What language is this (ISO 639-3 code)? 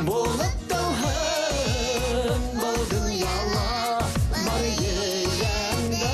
bak